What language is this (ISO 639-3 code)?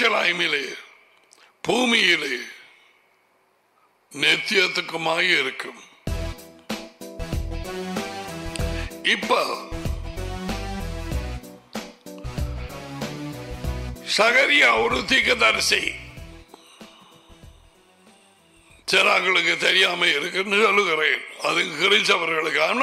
tam